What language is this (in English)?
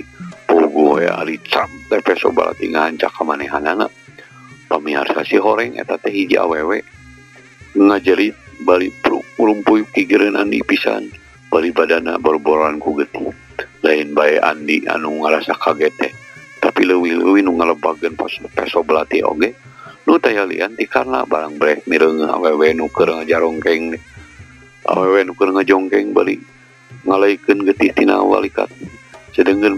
Sundanese